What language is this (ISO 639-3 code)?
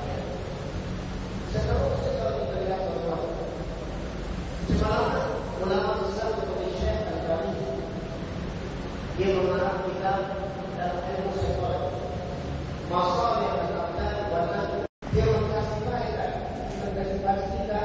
msa